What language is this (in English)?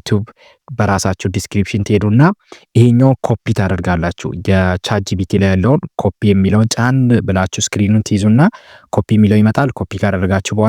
Amharic